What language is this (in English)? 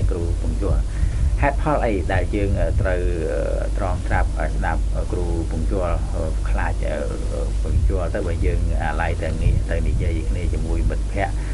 Khmer